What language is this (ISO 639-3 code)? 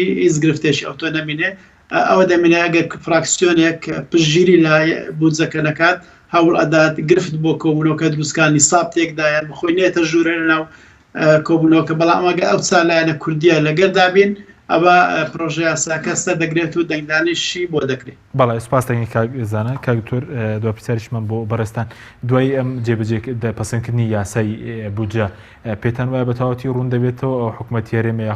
ckb